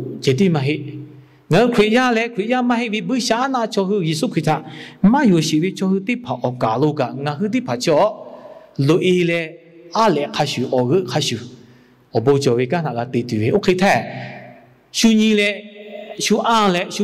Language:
Lahu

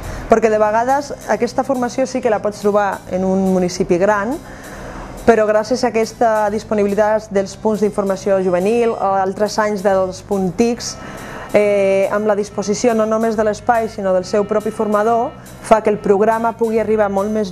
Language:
Catalan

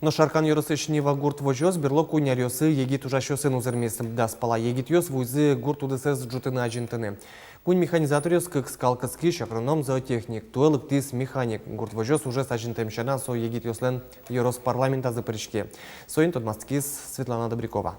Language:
Udmurt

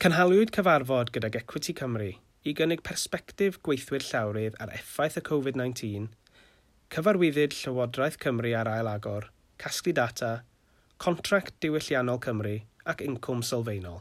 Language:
Welsh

